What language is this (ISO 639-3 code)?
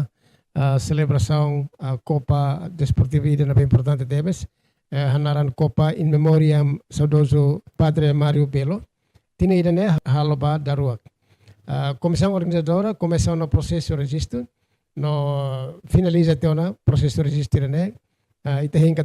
tet